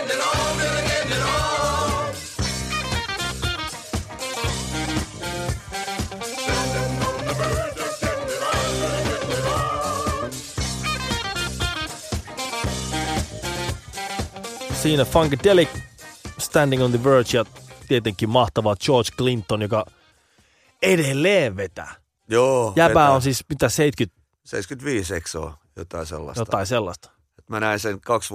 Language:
Finnish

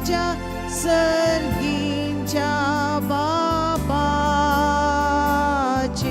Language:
Konkani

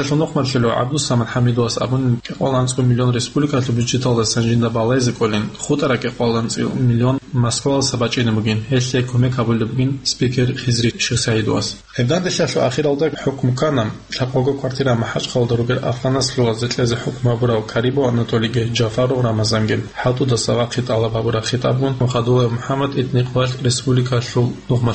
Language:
Avaric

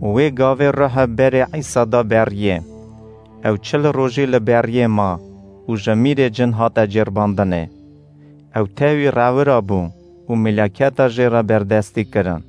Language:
Kurdish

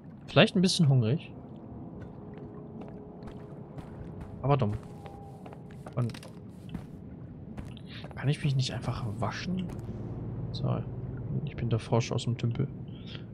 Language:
German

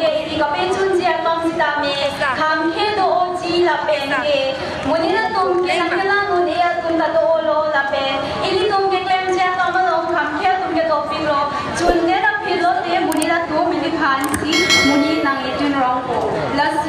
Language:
Karbi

